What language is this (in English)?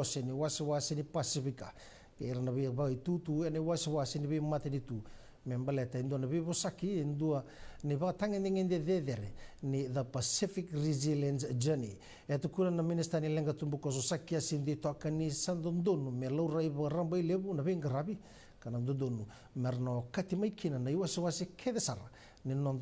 Fijian